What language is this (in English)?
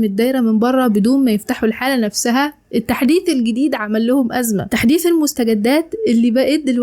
Egyptian Arabic